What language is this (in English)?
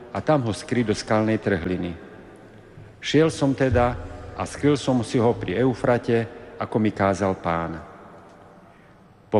Slovak